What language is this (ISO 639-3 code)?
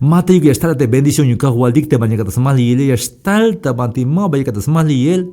tzh